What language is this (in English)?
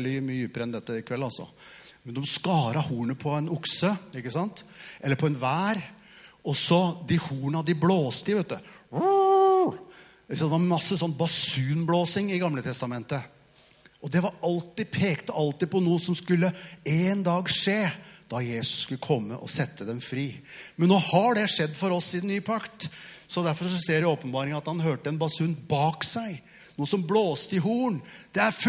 Norwegian